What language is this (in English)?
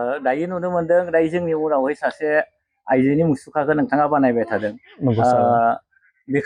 Bodo